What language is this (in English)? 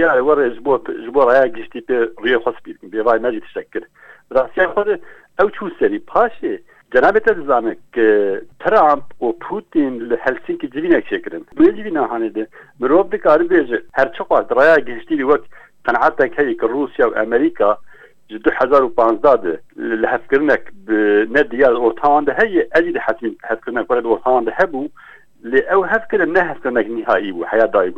Kurdish